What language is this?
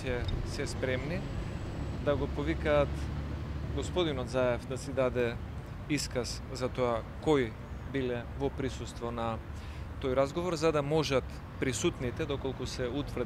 Macedonian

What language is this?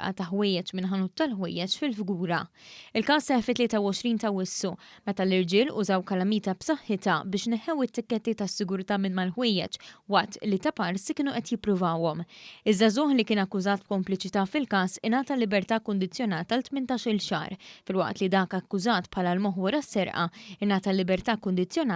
Maltese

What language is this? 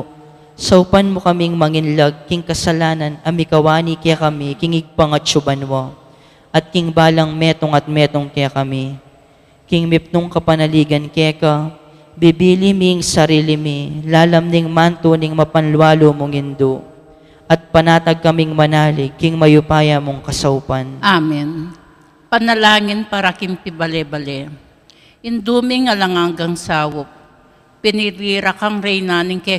Pampanga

